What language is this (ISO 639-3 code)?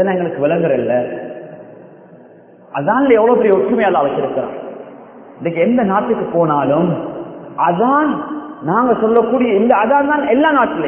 tam